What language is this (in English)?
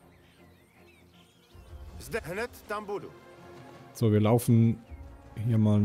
German